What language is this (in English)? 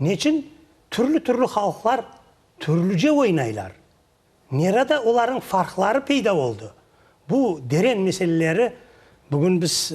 Crimean Tatar